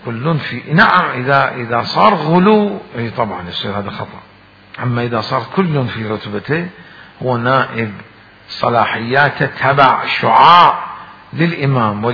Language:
Mesopotamian Arabic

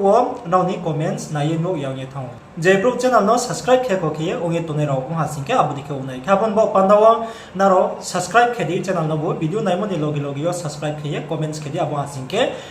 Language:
Riang (India)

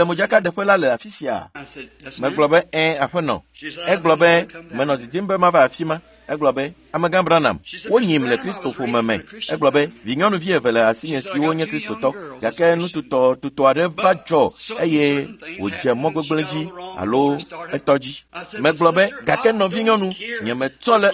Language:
Ewe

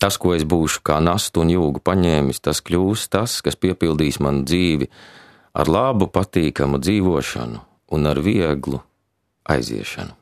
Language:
Latvian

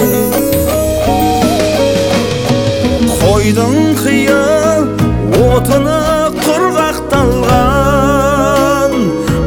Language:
Kazakh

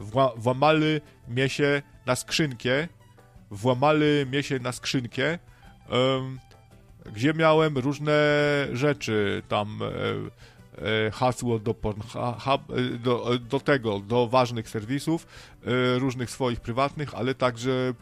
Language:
Polish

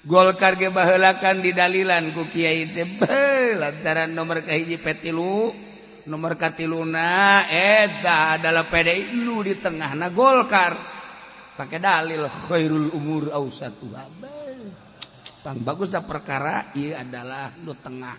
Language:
Sundanese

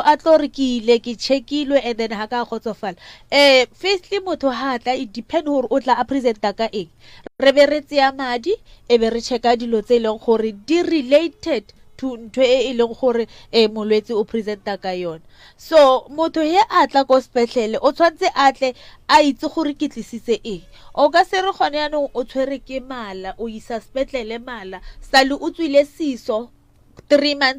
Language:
Northern Sotho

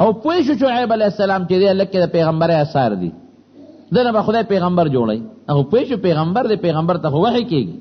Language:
Pashto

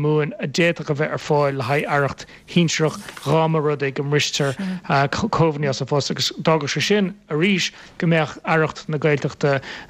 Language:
Irish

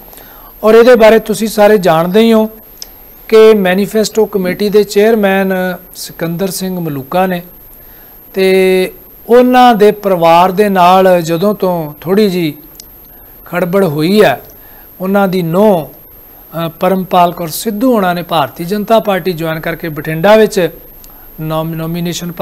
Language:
Punjabi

